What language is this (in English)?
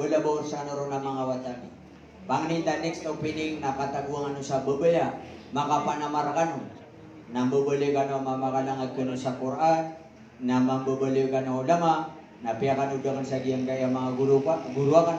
Maranao